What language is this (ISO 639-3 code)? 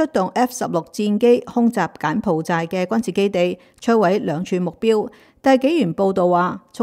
yue